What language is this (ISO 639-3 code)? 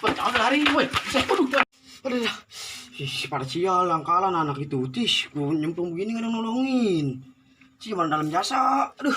bew